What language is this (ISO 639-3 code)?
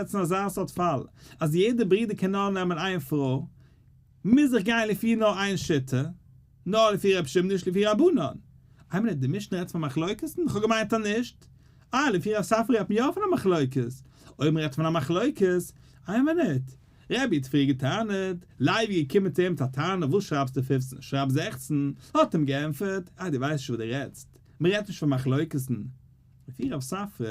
yid